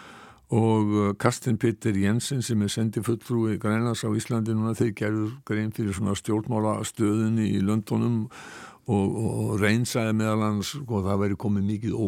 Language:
Icelandic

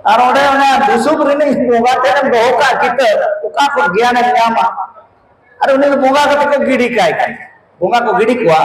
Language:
Santali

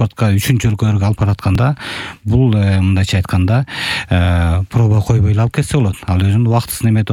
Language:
Kyrgyz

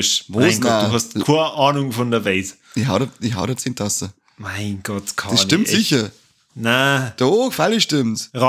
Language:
Bavarian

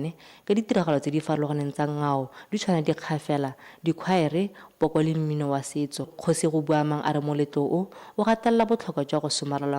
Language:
Tswana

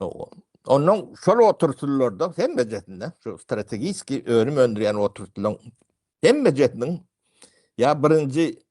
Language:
Turkmen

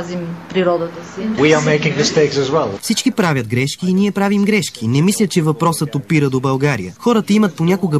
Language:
Bulgarian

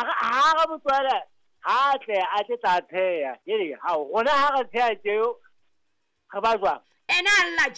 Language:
Southern Sotho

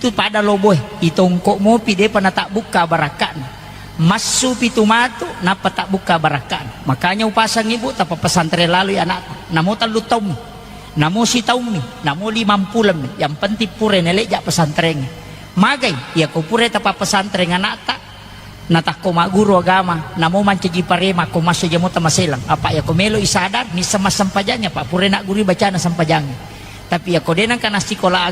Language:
Buginese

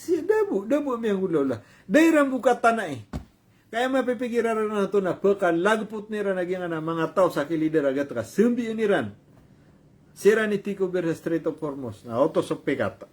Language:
Maranao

